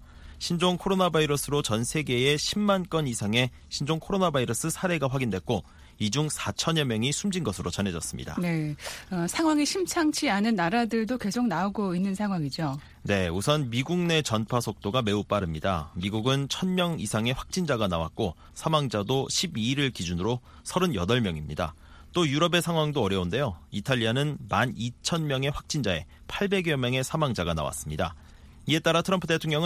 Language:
Korean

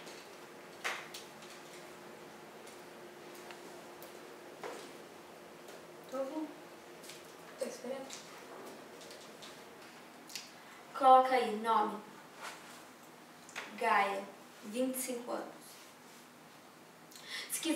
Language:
Portuguese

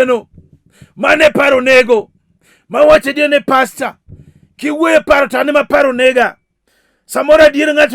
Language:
Luo (Kenya and Tanzania)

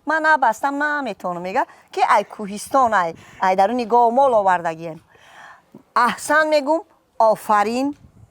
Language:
Tajik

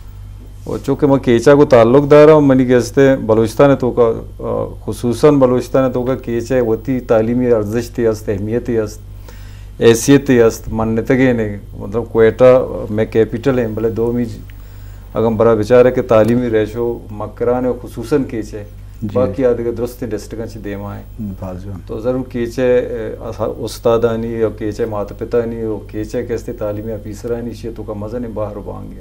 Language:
Eastern Balochi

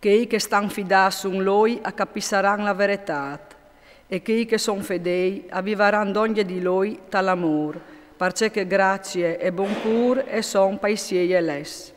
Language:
Friulian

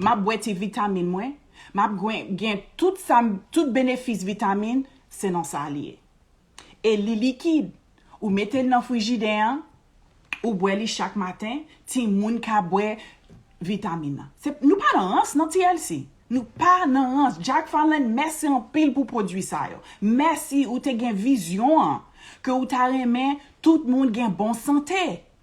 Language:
Haitian Creole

